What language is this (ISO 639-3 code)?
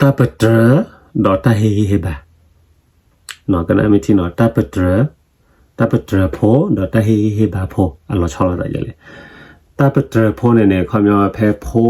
ksw